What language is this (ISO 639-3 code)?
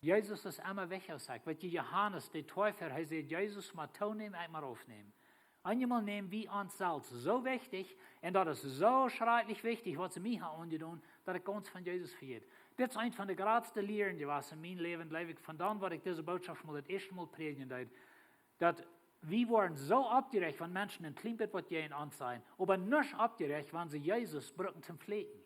pdt